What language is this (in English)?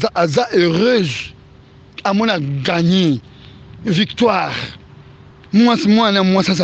Lingala